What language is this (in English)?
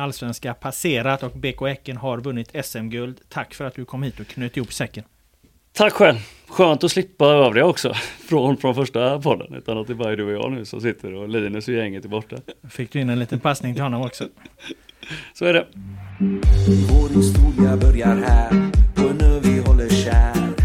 Swedish